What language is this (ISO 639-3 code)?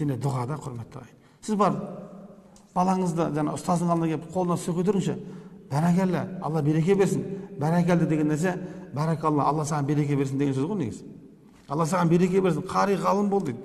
kaz